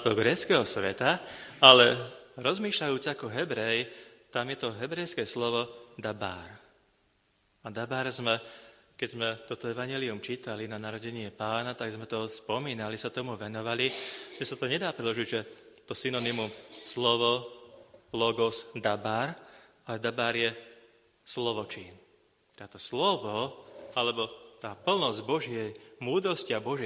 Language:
Slovak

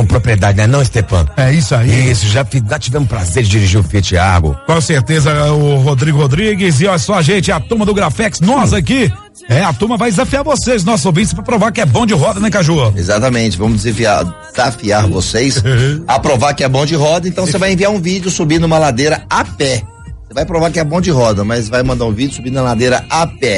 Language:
Portuguese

